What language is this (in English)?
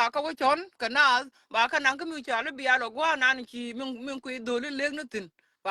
Nuer